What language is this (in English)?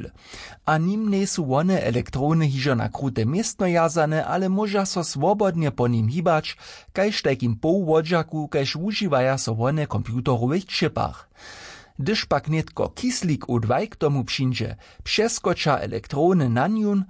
Upper Sorbian